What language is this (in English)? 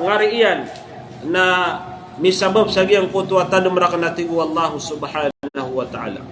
Maranao